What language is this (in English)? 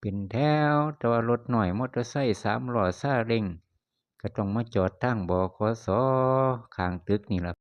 Lao